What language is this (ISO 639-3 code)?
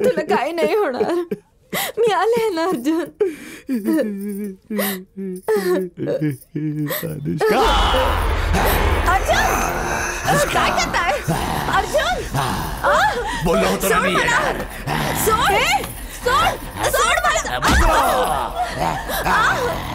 mar